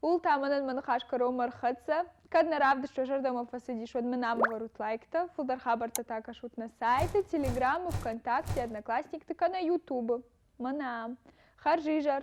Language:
Ossetic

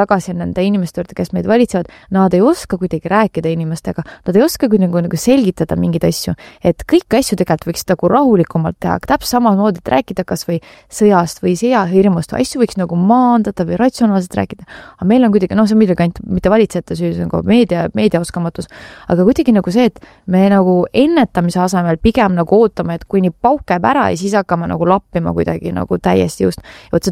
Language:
Estonian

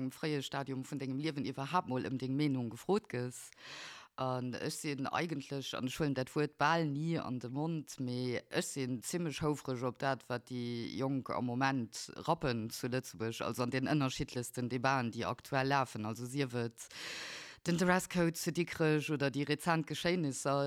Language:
Luxembourgish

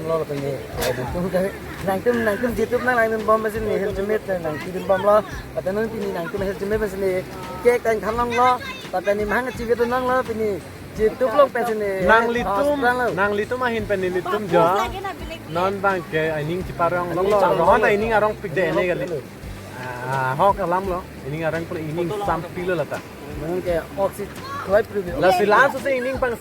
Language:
Karbi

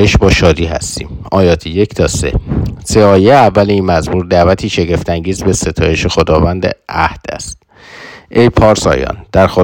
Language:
Persian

